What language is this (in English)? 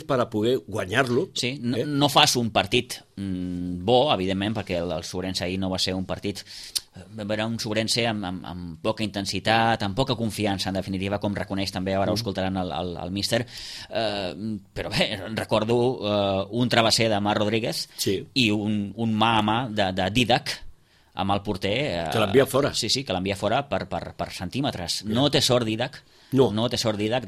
Catalan